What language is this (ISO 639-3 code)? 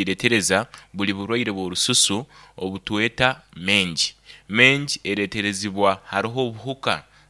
nyo